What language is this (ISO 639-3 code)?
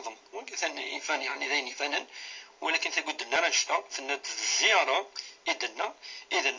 kab